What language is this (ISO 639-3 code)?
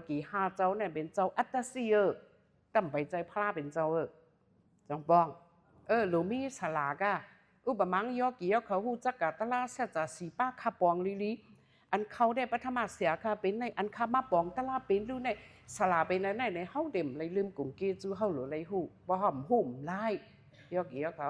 shn